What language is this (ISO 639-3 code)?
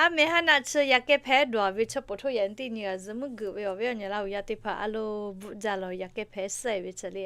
lhu